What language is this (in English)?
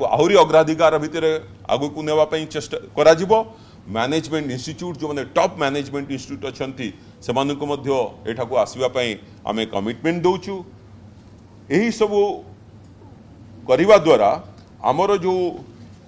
Odia